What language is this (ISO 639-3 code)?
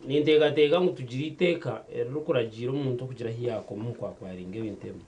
nyn